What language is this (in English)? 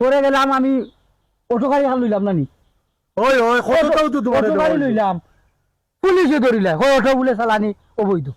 Sylheti